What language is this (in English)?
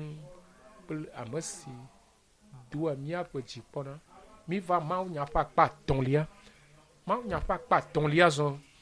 Ewe